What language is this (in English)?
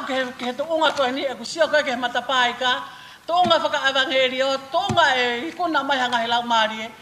Tongan